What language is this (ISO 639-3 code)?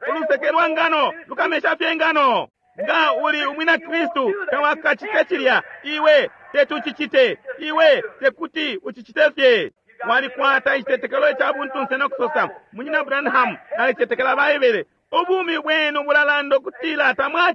bem